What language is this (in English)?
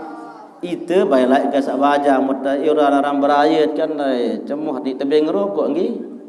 Sasak